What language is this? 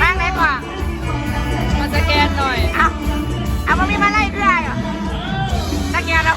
Lao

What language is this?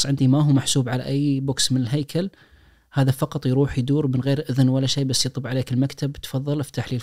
Najdi Arabic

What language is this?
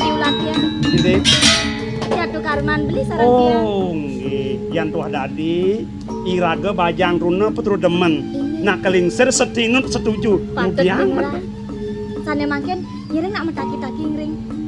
Balinese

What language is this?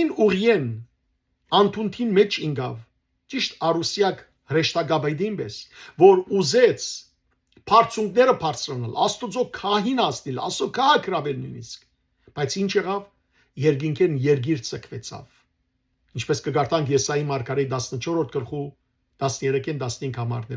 Western Armenian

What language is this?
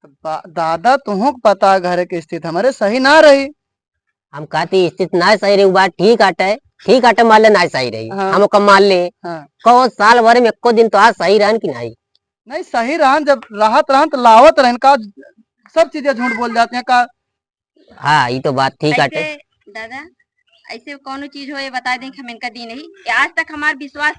Awadhi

